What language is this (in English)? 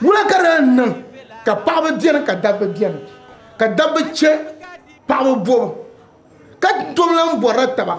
Dagbani